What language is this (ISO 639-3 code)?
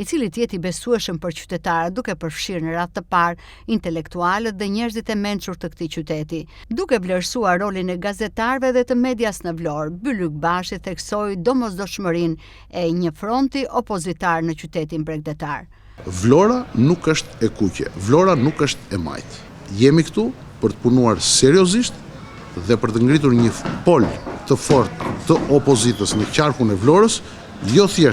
sqi